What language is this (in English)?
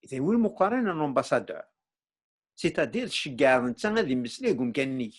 Kabyle